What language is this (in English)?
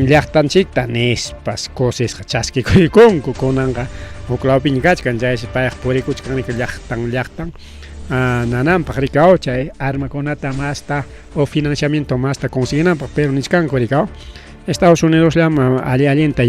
Ayacucho Quechua